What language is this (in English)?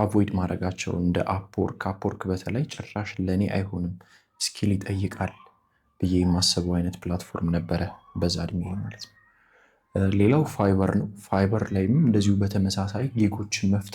Amharic